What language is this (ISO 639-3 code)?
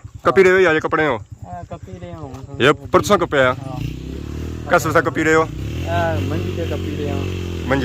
phr